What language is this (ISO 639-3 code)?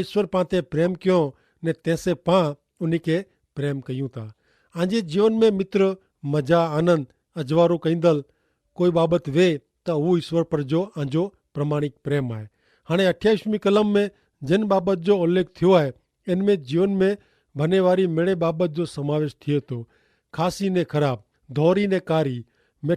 kfr